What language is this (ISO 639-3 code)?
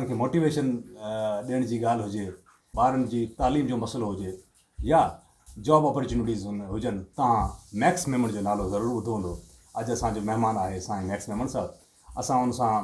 snd